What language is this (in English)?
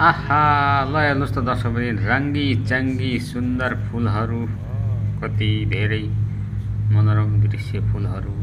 Nepali